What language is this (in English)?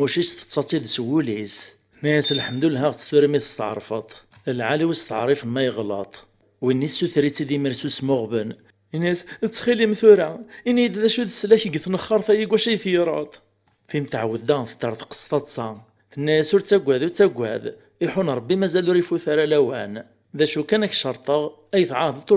Kabyle